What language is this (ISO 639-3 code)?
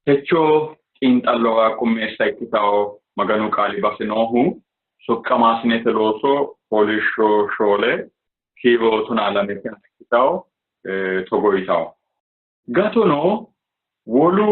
sid